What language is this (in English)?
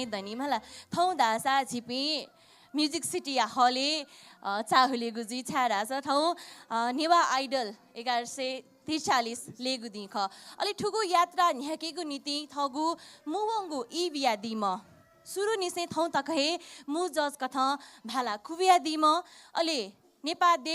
Newari